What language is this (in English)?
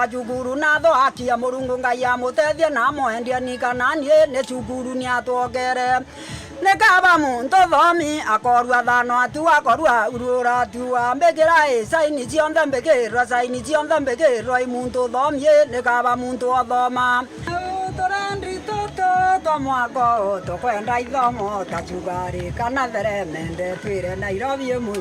Meru